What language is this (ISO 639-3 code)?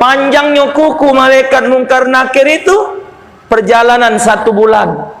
mui